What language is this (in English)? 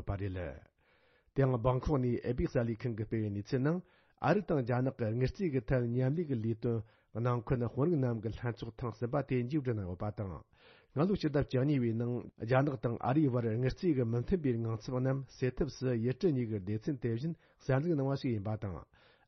Tibetan